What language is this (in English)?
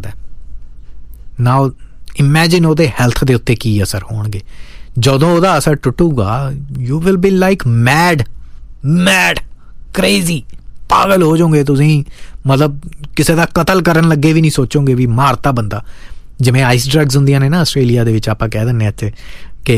Punjabi